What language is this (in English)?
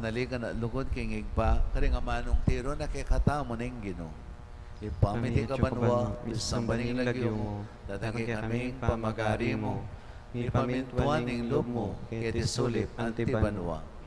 Pampanga